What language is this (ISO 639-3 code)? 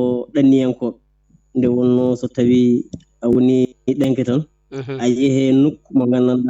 ful